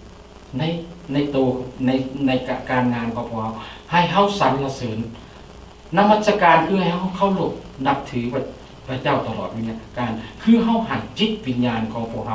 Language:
Lao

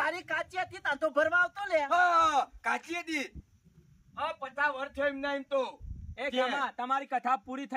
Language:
Gujarati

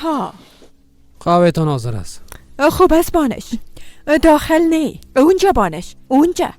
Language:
Persian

